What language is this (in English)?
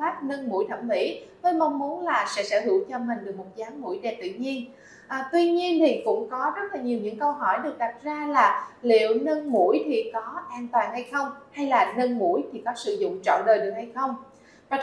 Vietnamese